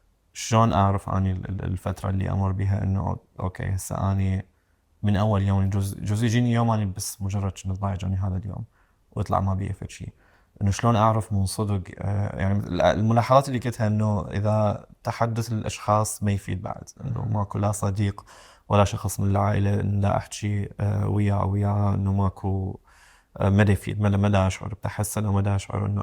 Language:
Mesopotamian Arabic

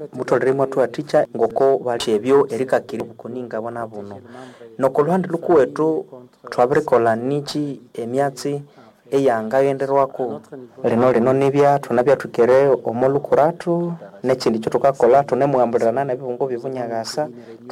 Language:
Nande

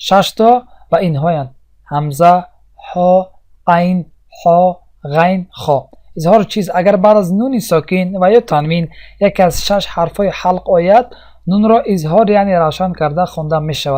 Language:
Tajik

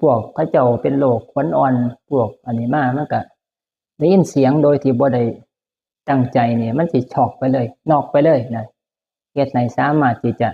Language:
Northeastern Thai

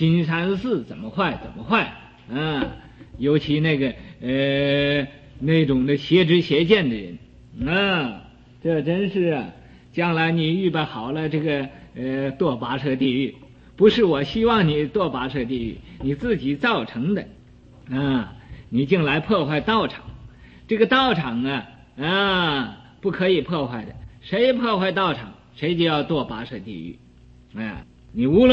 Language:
Chinese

